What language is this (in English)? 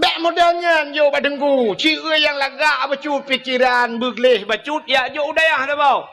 Achinese